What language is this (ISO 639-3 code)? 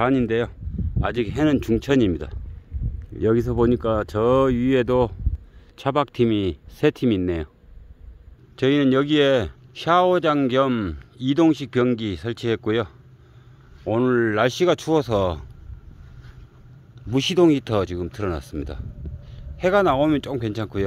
kor